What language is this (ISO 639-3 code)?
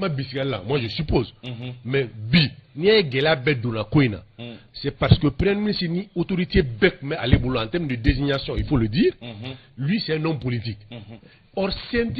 bam